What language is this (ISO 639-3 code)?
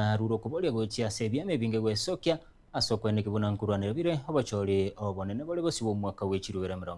guz